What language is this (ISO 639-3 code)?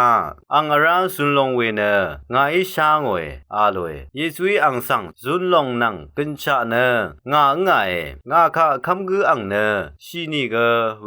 raw